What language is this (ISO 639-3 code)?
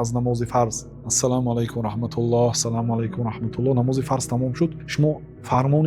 tgk